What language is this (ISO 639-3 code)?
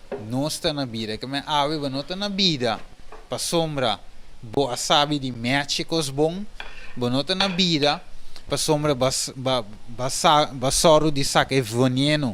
pap